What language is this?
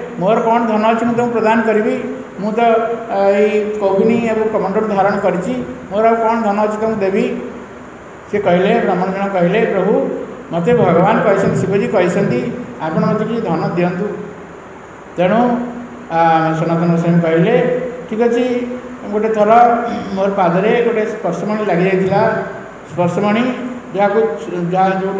Odia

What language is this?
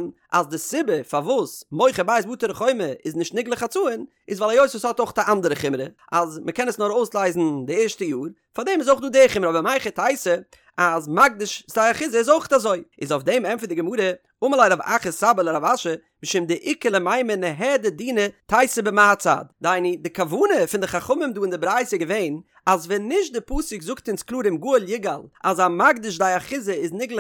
Yiddish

